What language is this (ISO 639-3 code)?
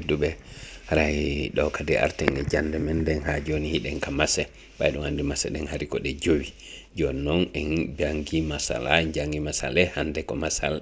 ful